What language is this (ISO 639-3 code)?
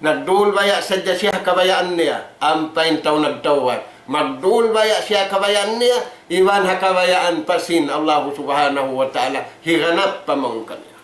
tsg